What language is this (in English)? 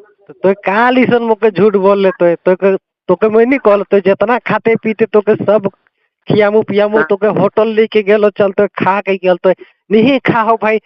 Sadri